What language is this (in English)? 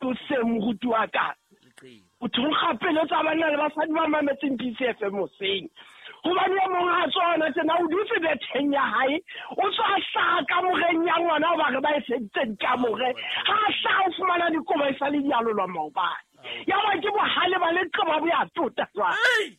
Southern Sotho